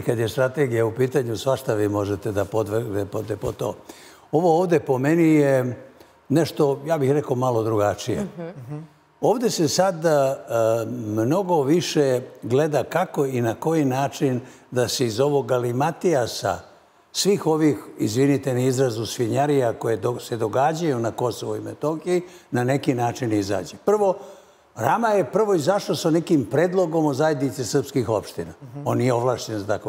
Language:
Serbian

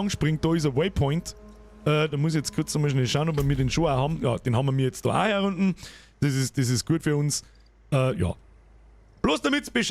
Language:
Bavarian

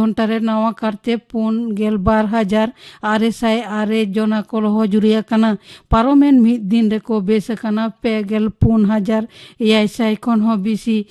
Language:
Santali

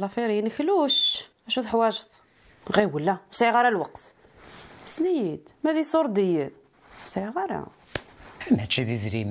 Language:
Kabyle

